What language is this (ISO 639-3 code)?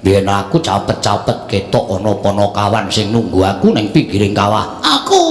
jav